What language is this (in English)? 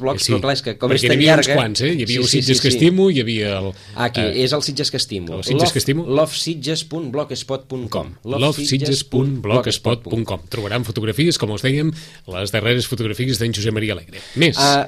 Catalan